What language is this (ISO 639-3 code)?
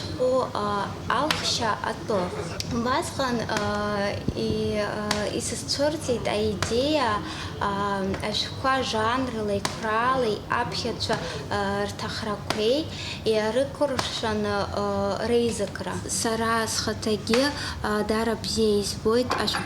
abk